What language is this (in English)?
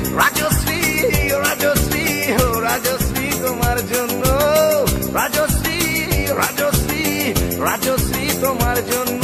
Bangla